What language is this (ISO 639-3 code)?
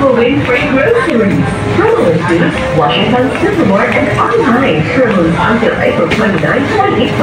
hil